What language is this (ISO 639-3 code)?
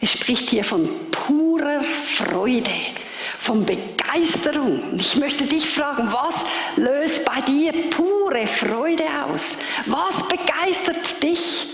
gsw